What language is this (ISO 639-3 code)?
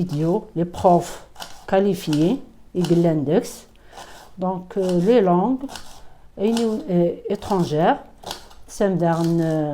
kab